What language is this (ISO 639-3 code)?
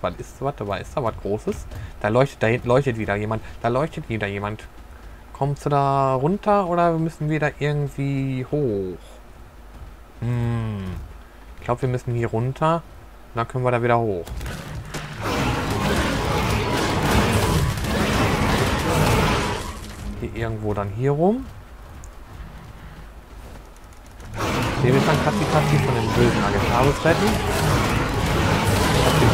deu